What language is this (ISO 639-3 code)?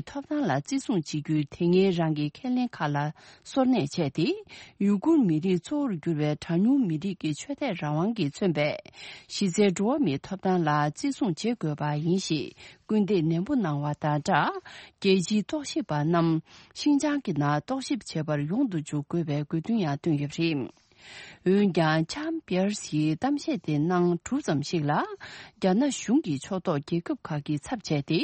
bod